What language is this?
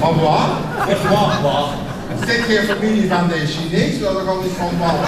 Limburgish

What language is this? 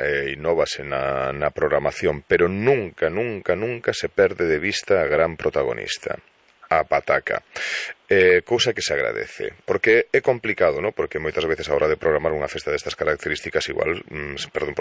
Galician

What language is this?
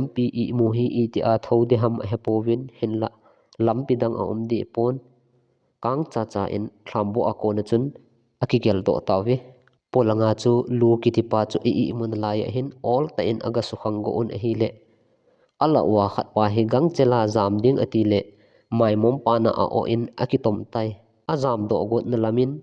Thado Chin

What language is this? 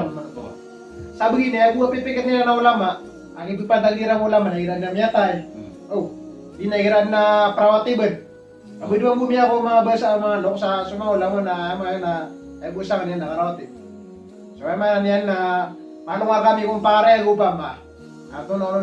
Maranao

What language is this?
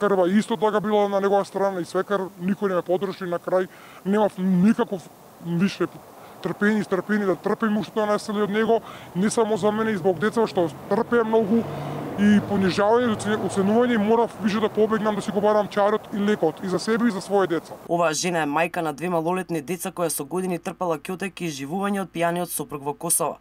Macedonian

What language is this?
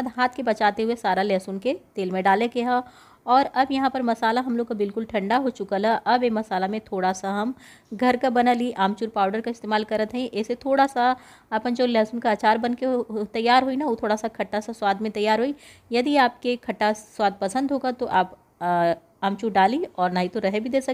Bhojpuri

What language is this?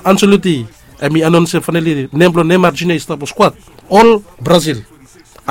Bislama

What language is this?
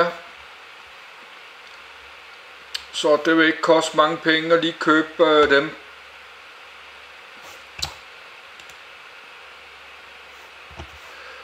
Danish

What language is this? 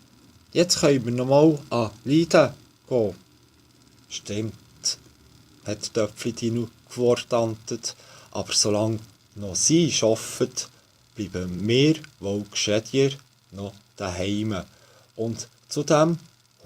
Swiss German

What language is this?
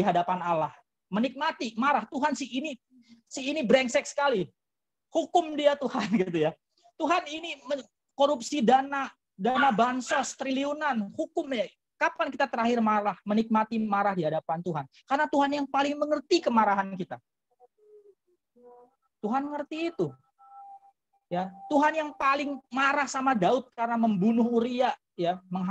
Indonesian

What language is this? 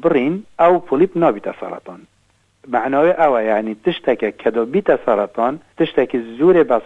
Kurdish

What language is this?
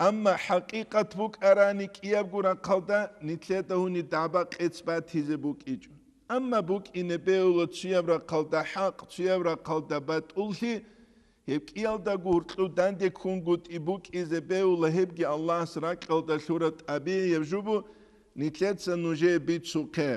Avaric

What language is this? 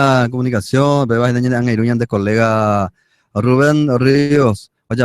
Guarani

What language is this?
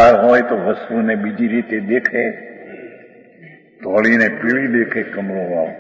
Gujarati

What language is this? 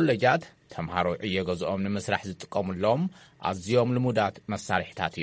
Tigrinya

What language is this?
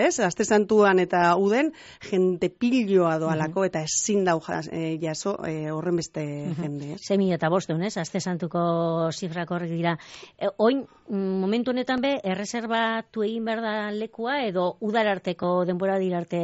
Basque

